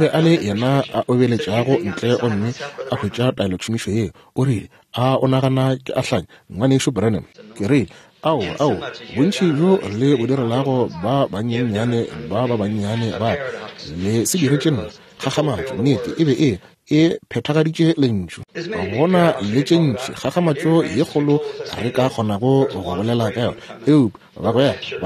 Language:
Northern Sotho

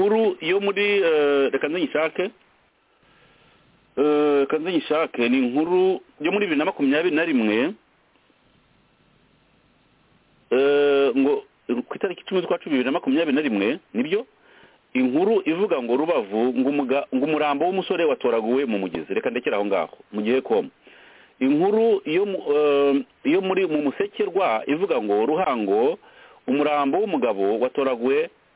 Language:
Kinyarwanda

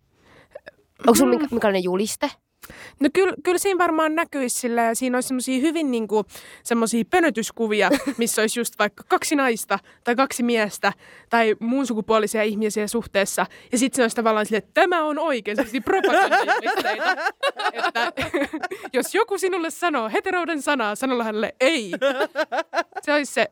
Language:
Finnish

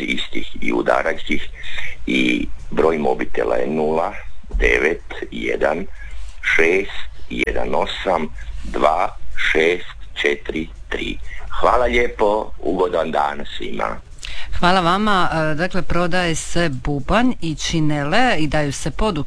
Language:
Croatian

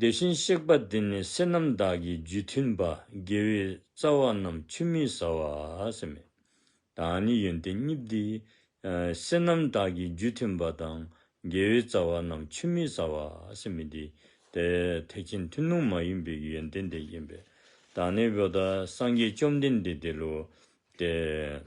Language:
Dzongkha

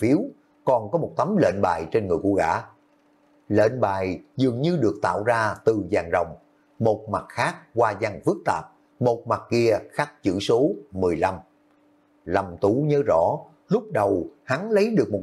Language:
Vietnamese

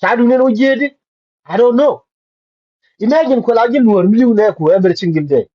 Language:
Nuer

